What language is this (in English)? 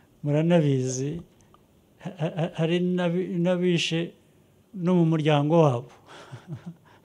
Kinyarwanda